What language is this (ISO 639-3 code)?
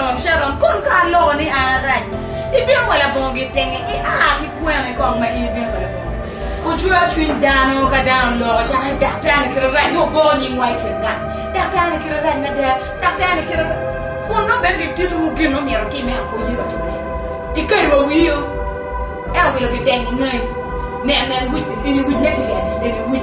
ach